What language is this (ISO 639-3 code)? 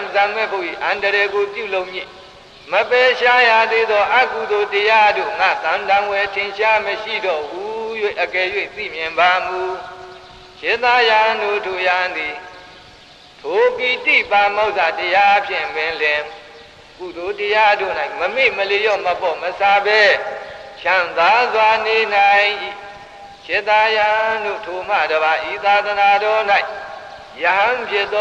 mya